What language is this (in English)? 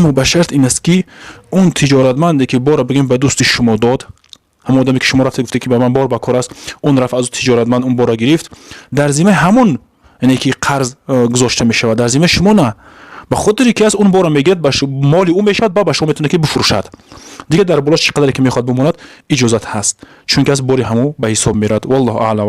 Tajik